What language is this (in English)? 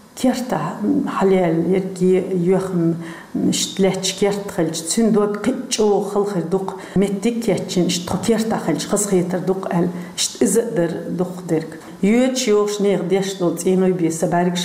Chechen